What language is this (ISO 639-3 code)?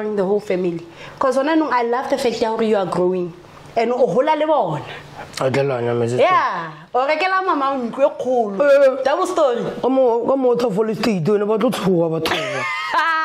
sna